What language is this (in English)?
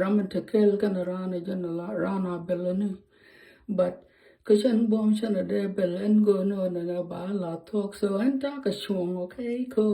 Nuer